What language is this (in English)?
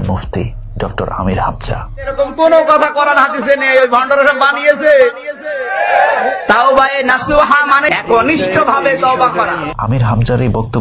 Bangla